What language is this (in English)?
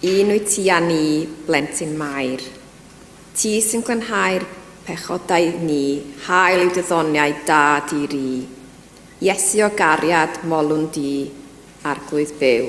Welsh